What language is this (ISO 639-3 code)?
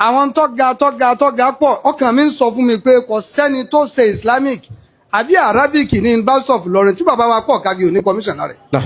yor